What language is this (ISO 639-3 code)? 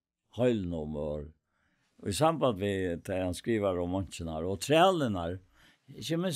fao